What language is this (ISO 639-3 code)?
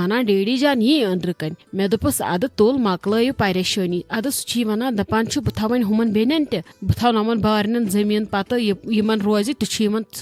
kas